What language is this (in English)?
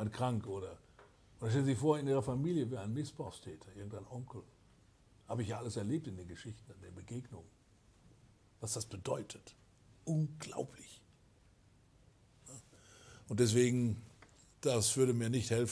German